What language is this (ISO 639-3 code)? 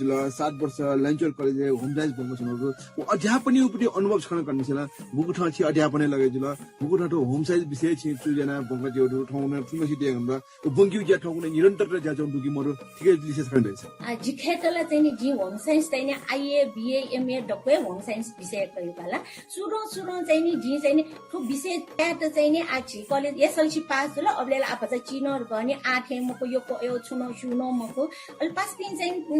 new